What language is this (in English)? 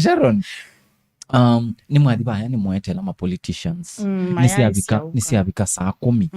Kamba